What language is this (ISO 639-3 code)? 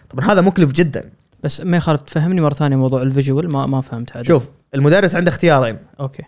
afb